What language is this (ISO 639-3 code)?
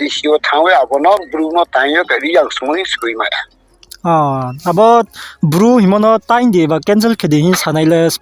ria